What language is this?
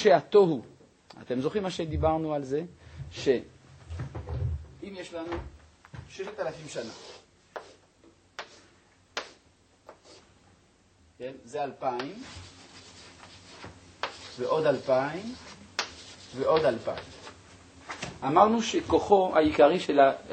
Hebrew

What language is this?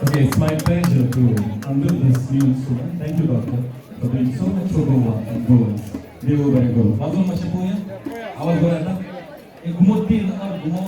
Konkani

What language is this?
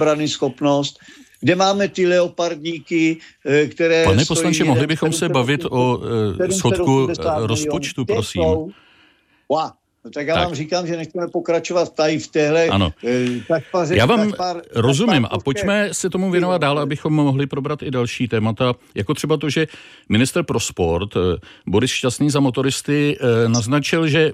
Czech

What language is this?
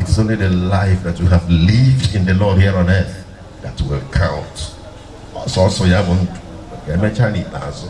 Igbo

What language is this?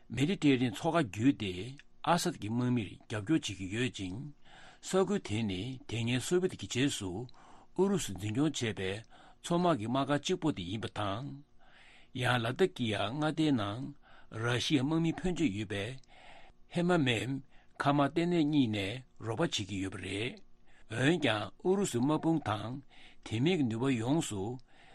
Tibetan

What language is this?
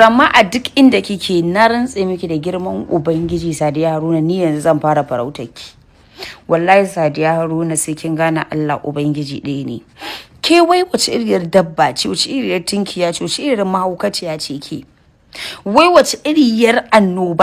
Hausa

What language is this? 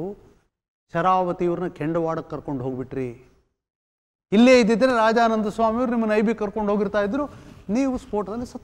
Kannada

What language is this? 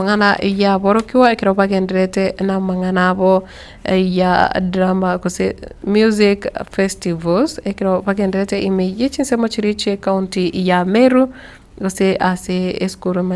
Gusii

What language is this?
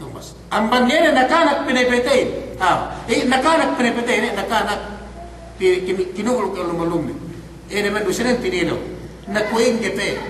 Yakan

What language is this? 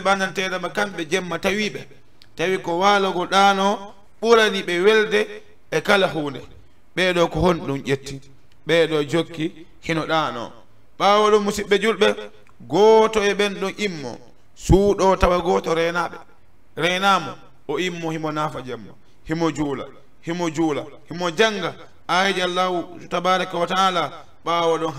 Fula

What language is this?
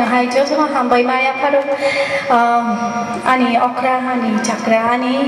Kok Borok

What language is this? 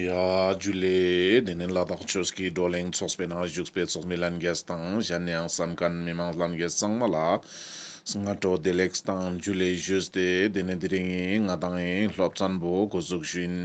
Ladakhi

